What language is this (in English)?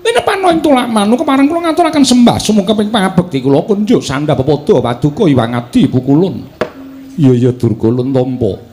Javanese